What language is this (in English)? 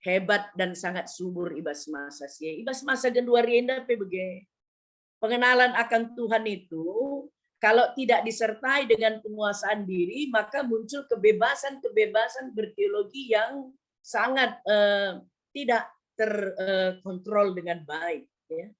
Batak Karo